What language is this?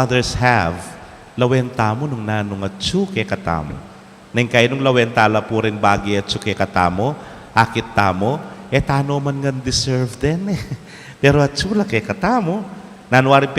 Pampanga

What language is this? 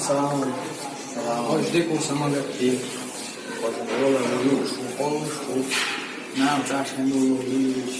Chechen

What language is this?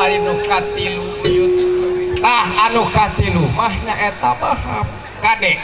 Sundanese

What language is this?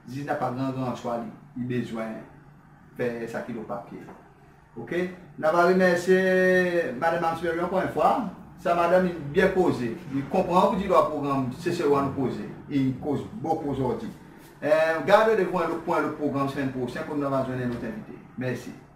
Seselwa Creole French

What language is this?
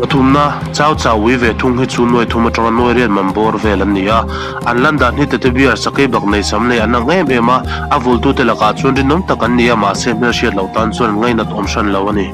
Mizo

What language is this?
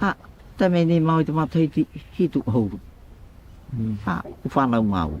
Tahitian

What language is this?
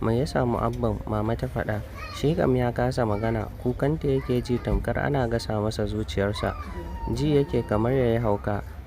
Hausa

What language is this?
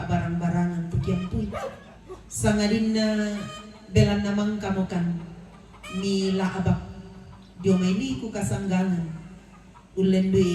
Toraja-Sa'dan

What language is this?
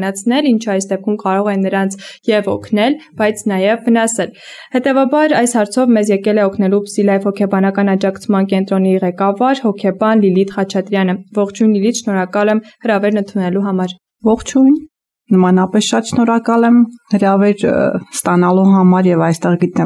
Armenian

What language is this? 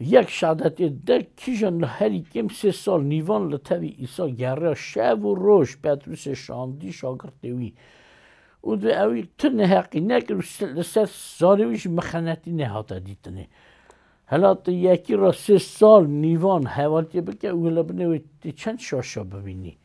Kurdish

